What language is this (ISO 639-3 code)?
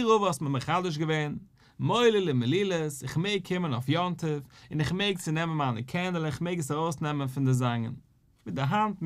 yid